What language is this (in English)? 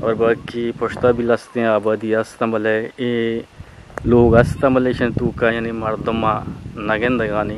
Eastern Balochi